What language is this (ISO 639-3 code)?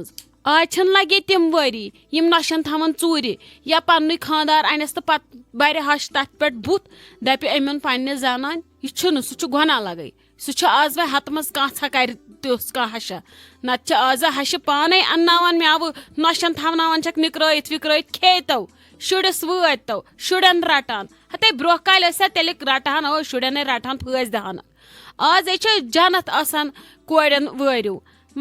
kas